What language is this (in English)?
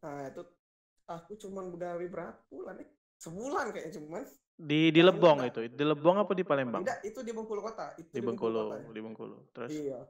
Musi